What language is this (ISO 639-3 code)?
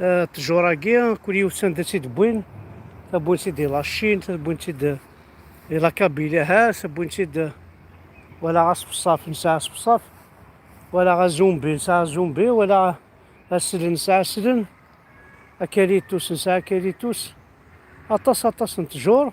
kab